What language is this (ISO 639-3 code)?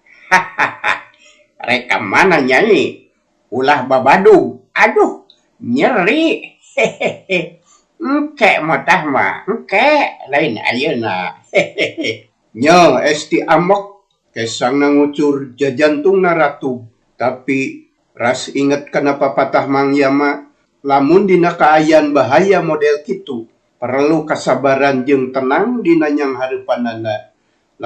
sun